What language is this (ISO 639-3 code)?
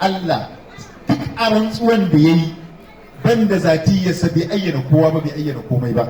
hau